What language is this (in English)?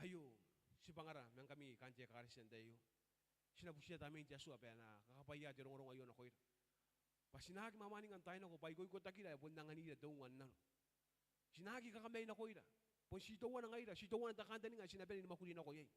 Gilbertese